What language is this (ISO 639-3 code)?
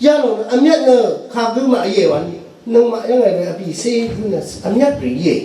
raw